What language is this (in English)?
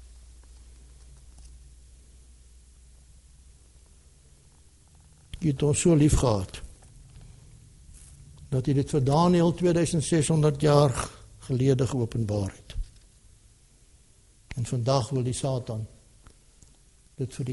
Afrikaans